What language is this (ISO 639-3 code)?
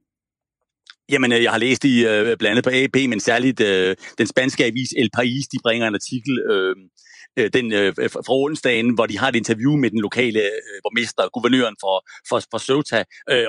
dan